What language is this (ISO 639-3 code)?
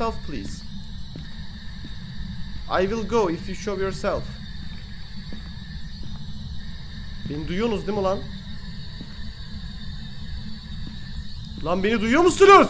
tur